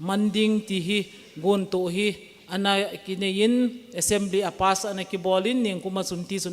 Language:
Thado Chin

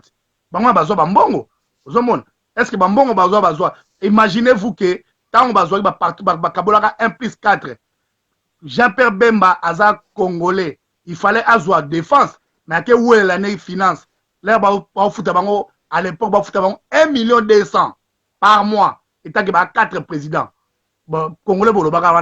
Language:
Lingala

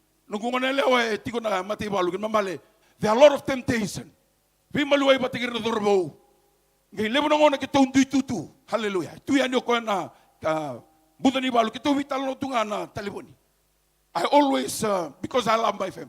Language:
Fijian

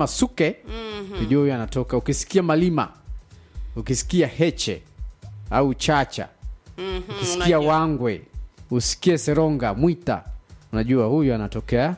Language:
Swahili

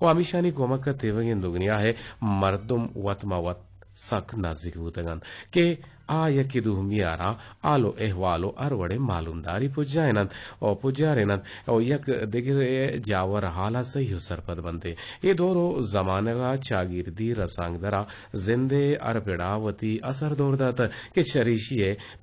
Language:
Eastern Balochi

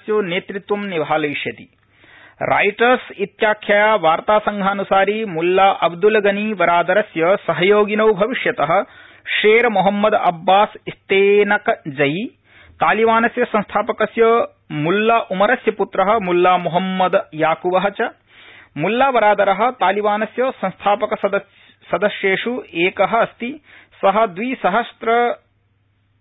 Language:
Sanskrit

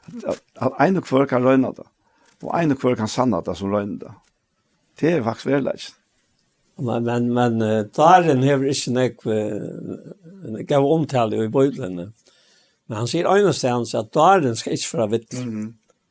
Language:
Faroese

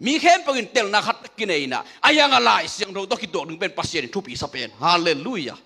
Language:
Tedim Chin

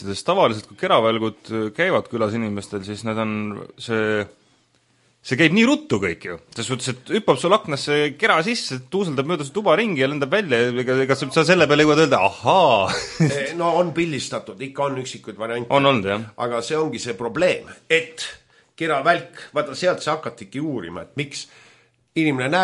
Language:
Estonian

